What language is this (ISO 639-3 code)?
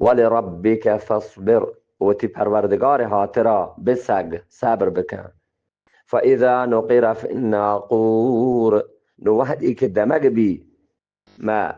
bgp